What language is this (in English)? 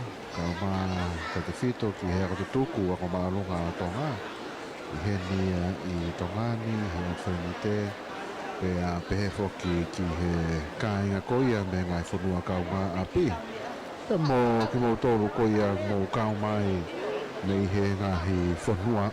Tongan